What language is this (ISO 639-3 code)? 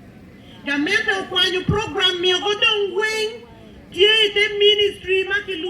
ach